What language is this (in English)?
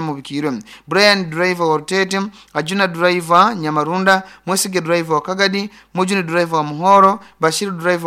Nyoro